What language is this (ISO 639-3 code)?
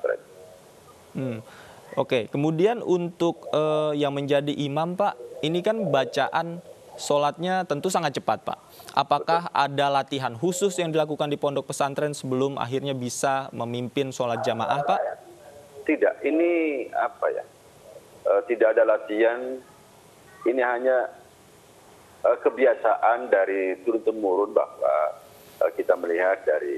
ind